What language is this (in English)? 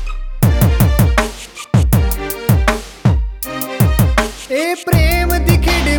Punjabi